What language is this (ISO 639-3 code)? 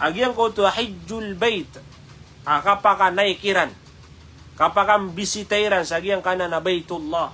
mrw